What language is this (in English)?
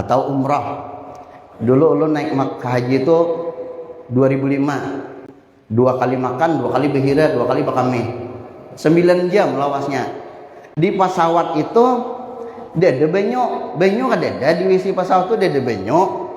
Banjar